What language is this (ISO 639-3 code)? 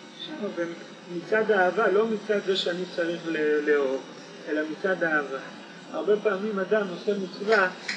heb